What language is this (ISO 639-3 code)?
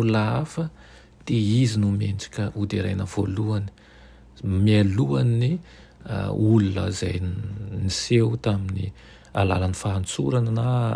mlg